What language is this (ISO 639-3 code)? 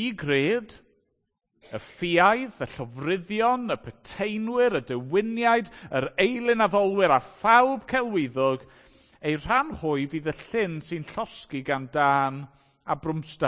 cym